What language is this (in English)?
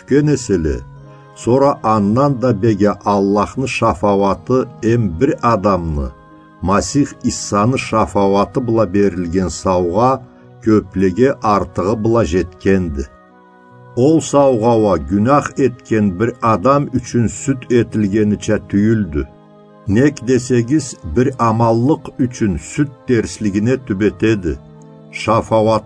Karachay-Balkar